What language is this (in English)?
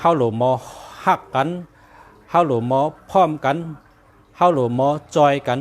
Shan